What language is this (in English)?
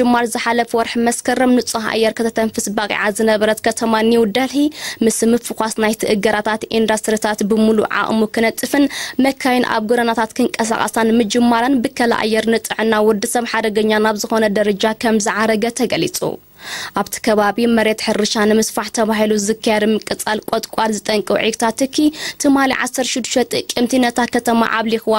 Tigrinya